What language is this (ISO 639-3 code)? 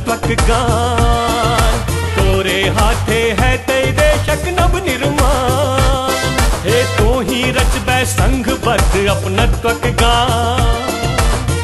mai